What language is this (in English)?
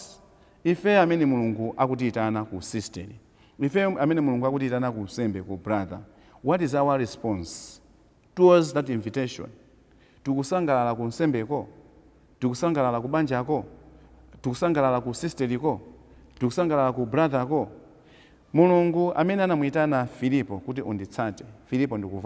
Nyanja